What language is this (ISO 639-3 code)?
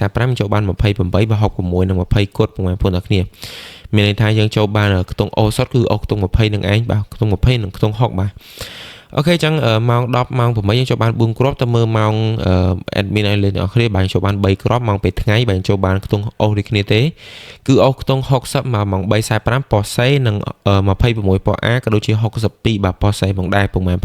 khm